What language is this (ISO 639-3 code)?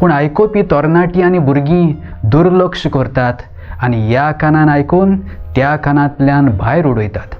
kok